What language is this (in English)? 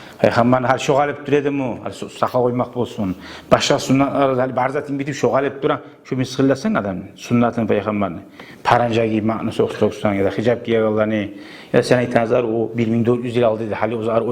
Kumyk